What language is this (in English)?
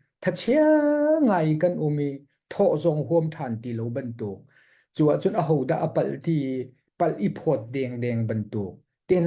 Hakha Chin